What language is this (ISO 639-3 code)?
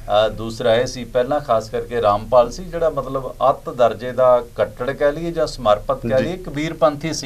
pan